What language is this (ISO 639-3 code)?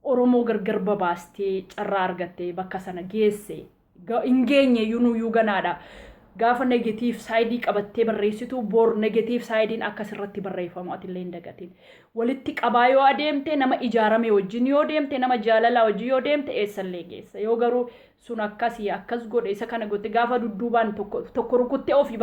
orm